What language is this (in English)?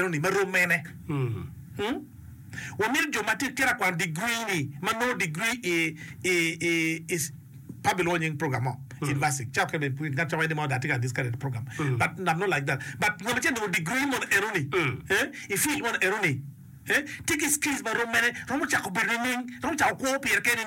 Acoli